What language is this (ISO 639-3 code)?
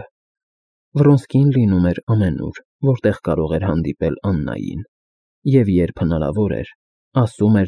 hye